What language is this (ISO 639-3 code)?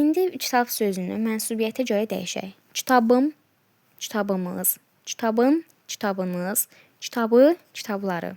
aze